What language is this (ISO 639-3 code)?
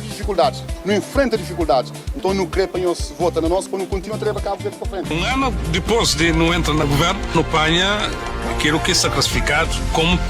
kea